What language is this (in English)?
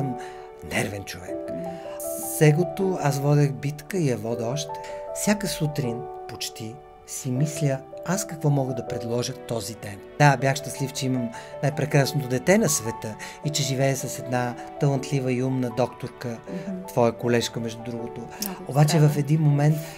Bulgarian